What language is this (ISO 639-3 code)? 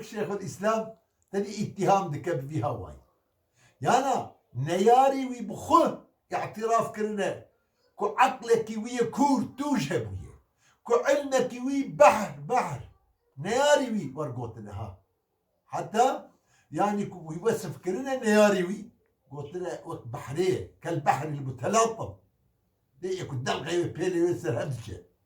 kur